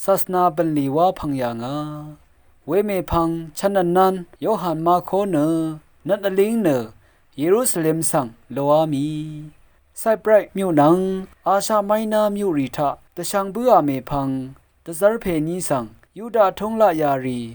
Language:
Rawang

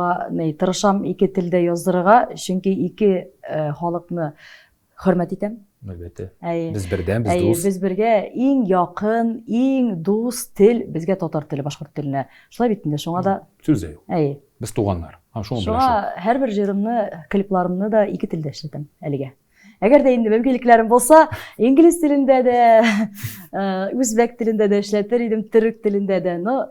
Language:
Tatar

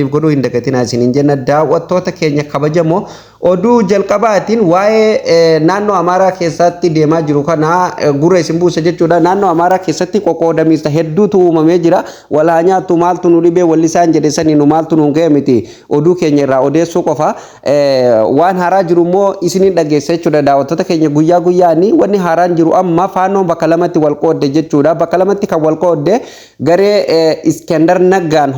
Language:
Oromo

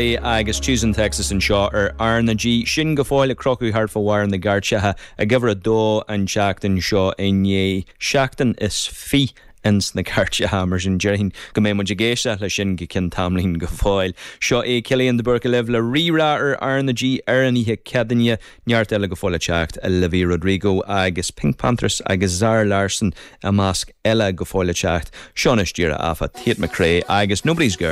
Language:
Irish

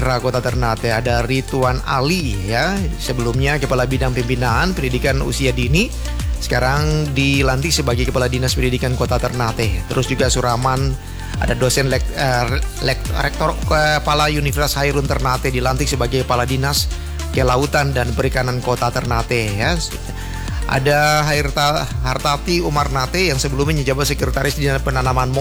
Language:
Indonesian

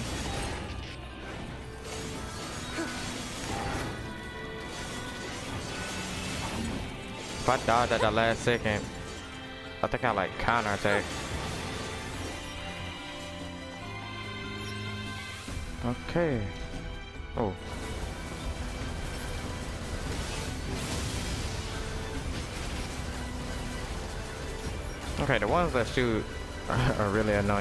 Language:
English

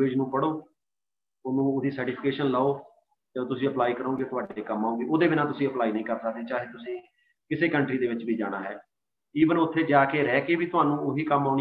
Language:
Punjabi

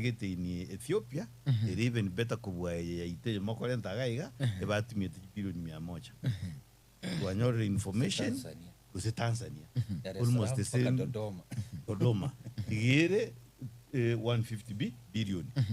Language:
Gusii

